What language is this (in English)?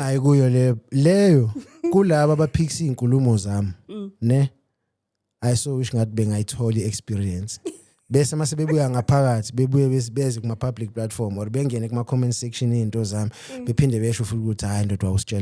Zulu